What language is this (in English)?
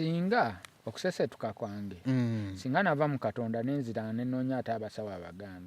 Ganda